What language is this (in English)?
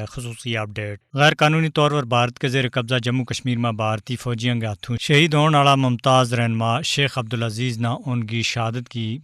Gujari